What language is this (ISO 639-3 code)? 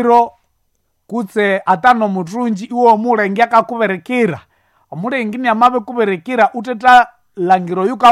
nnb